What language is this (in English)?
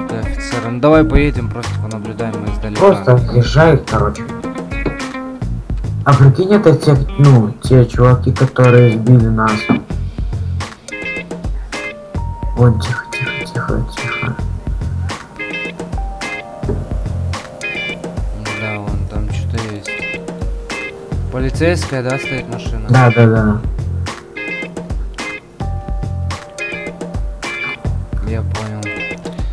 Russian